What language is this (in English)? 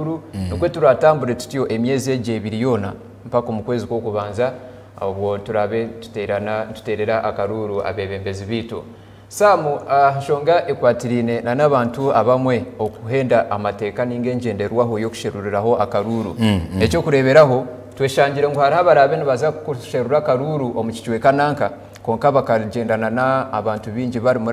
Nyankole